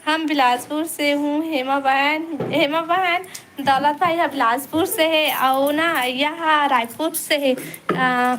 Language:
Chhattisgarhi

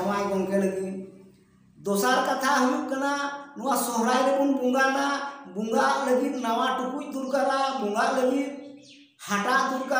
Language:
Santali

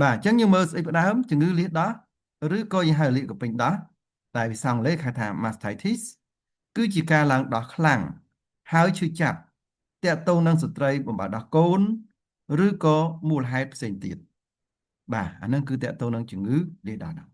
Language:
Khmer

